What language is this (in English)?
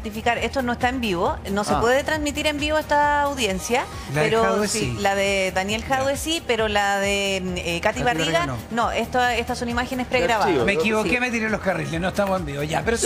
Spanish